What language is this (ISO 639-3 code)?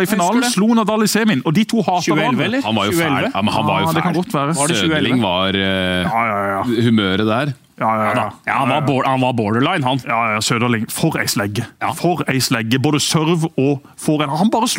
nor